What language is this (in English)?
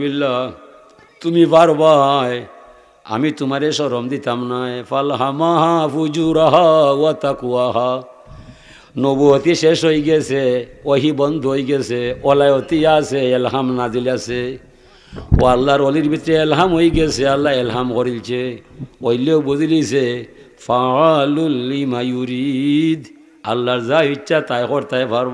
Sylheti